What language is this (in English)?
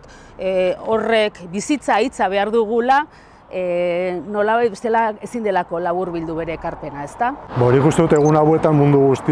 Basque